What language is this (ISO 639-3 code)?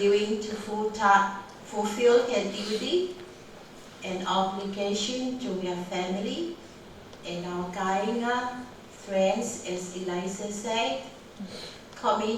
ton